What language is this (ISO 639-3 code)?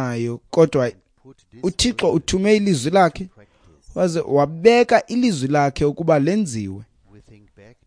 xho